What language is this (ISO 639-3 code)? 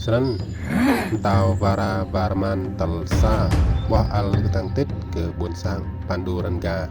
rad